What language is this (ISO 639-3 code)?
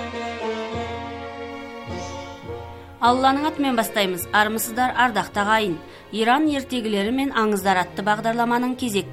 kaz